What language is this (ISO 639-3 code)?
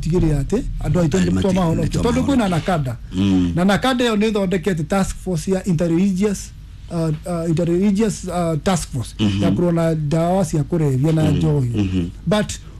kik